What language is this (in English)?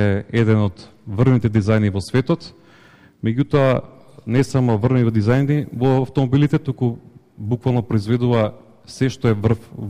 Macedonian